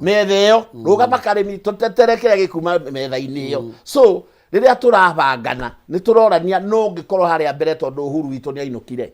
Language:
Kikuyu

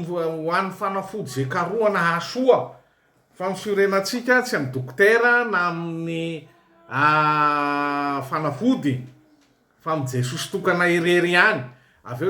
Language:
Malagasy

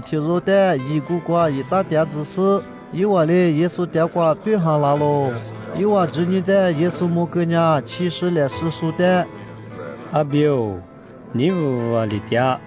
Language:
Lisu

